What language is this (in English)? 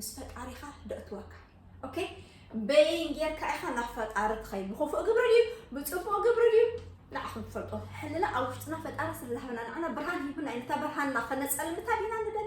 Tigrinya